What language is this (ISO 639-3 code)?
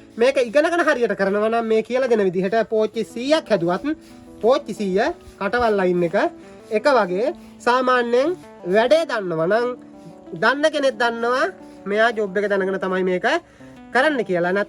sin